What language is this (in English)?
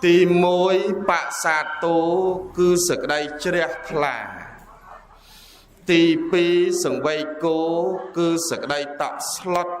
Khmer